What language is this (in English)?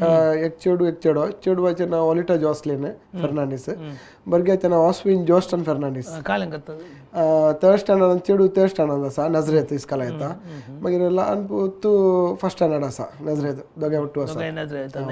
Konkani